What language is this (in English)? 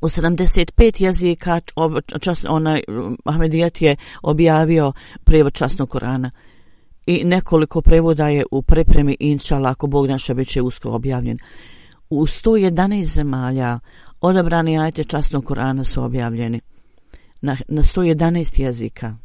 Bosnian